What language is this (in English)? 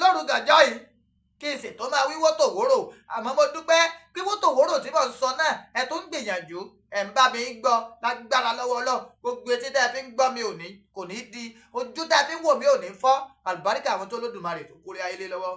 Yoruba